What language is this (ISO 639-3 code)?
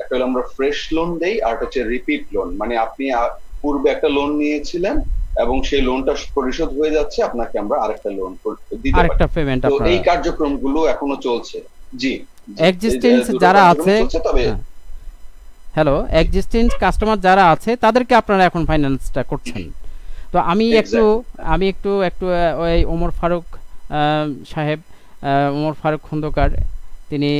ben